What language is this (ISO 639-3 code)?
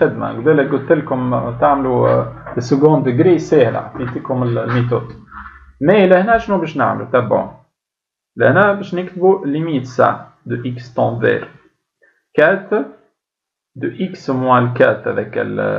aeb